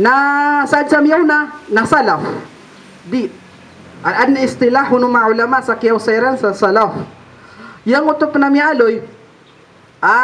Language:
Maranao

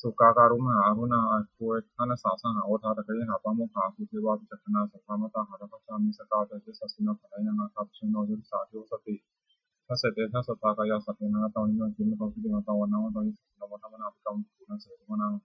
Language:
Pali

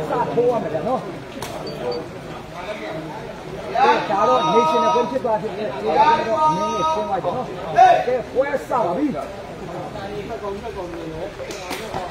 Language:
Burmese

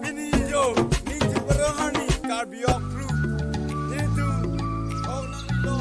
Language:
Karbi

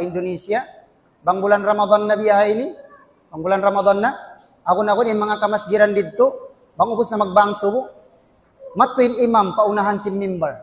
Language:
Tausug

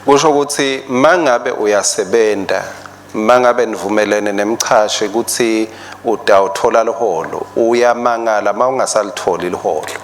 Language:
Swati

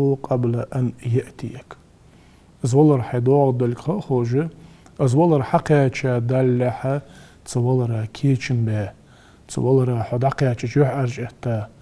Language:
Ingush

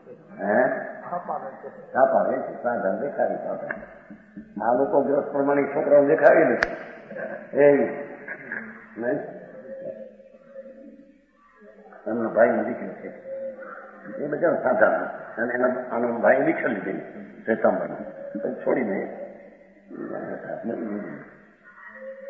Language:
Gujarati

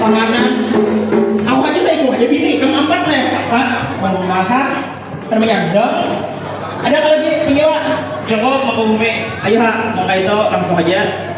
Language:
Banjar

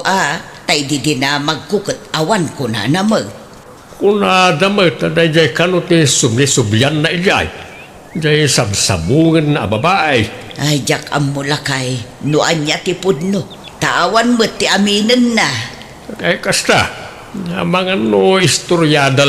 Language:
Iloko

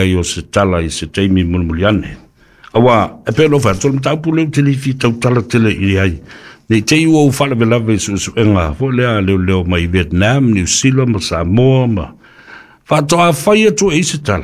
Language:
Samoan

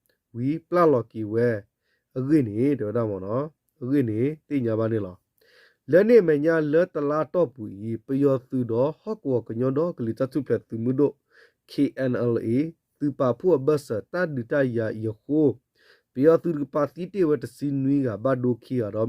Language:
S'gaw Karen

